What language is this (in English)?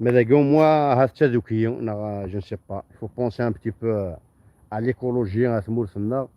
Kabyle